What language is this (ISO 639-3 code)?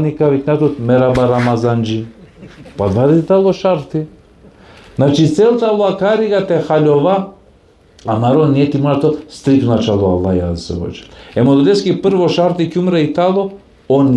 rmn